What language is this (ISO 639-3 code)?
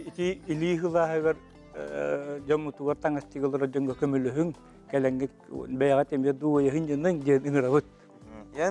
sah